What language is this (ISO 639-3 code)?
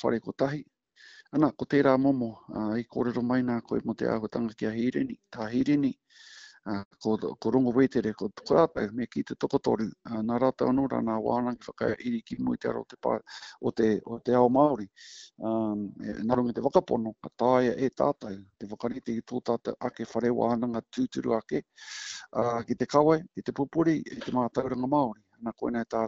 mri